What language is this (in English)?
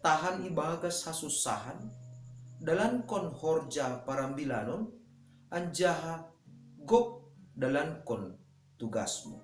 Batak Simalungun